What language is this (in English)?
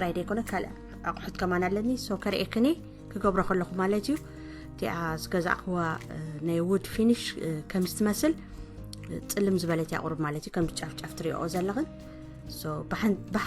Tigrinya